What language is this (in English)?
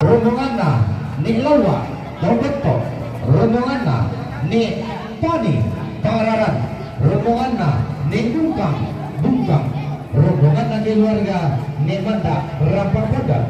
Toraja-Sa'dan